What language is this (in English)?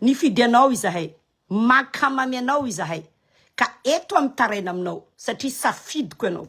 Malagasy